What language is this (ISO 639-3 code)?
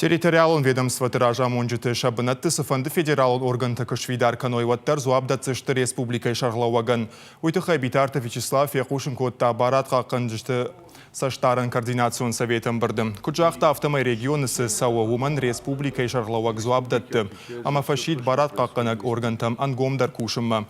oss